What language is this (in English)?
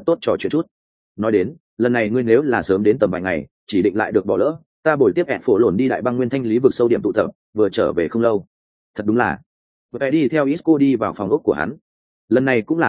Vietnamese